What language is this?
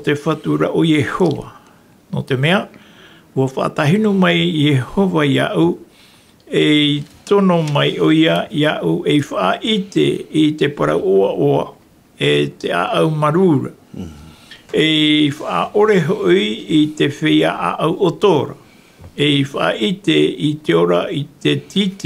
Tahitian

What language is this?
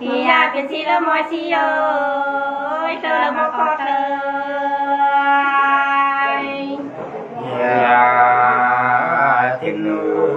Nung (Viet Nam)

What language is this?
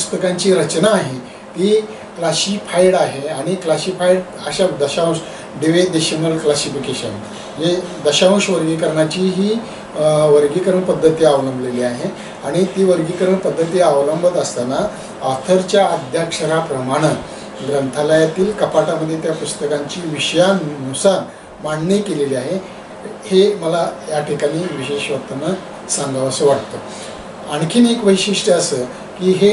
Marathi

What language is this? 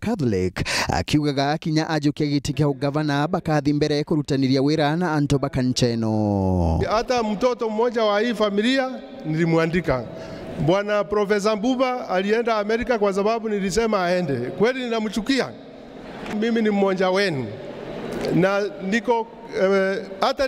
Meru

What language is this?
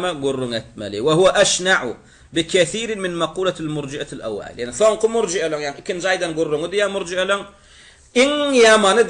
Turkmen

